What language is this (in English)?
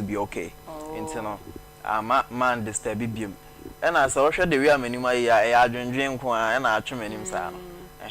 Akan